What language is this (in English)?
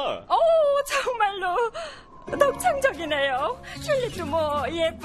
Korean